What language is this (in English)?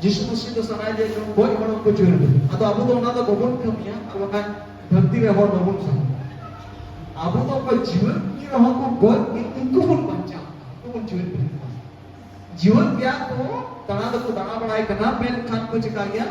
Santali